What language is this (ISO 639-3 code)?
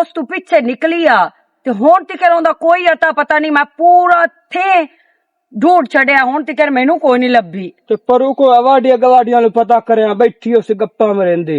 lah